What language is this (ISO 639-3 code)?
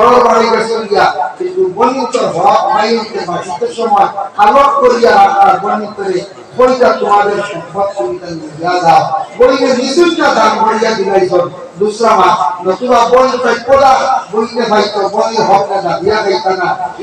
syl